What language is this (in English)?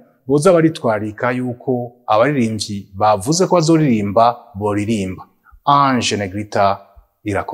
Rundi